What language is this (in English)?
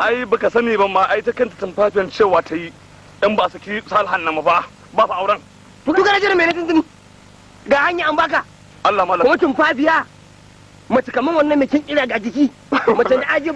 Hausa